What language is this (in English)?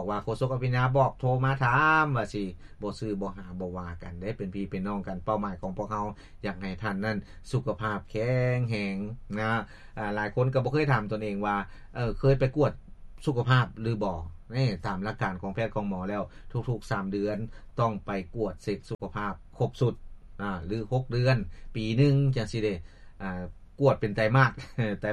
Lao